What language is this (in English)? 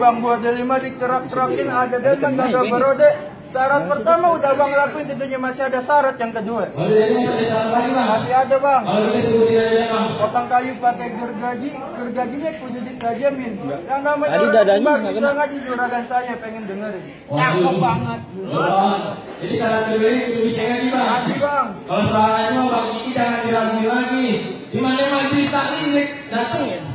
Betawi